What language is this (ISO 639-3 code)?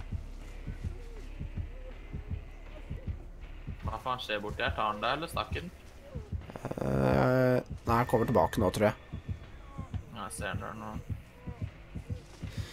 nor